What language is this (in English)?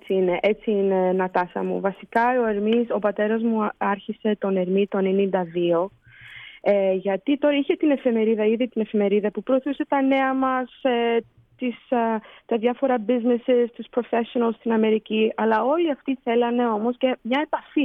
Greek